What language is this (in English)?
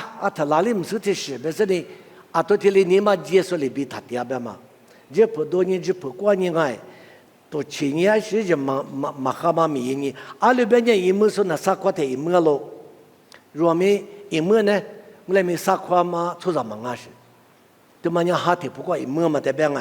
Lisu